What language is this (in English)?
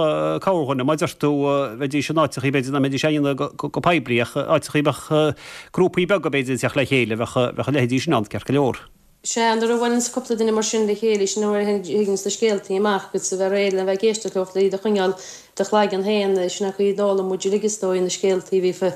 Irish